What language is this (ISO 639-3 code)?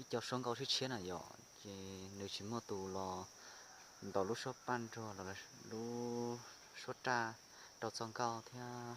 hmn